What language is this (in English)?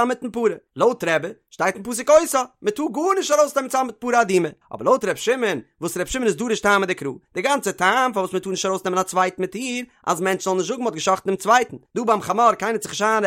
Yiddish